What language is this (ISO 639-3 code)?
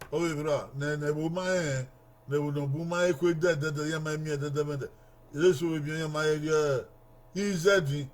bin